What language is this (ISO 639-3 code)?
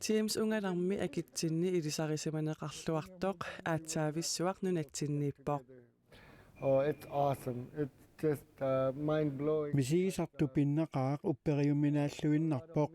kal